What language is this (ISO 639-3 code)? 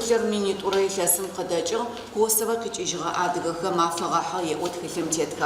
ady